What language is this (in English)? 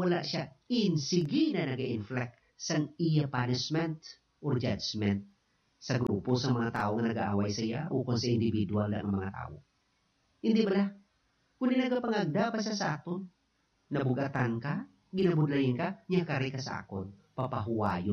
Hiligaynon